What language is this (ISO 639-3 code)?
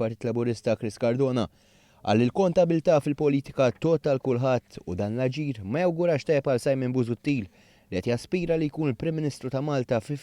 mlt